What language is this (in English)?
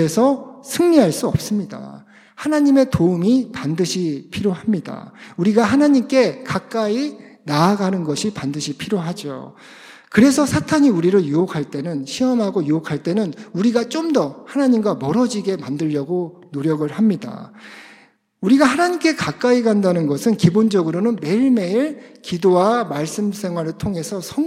Korean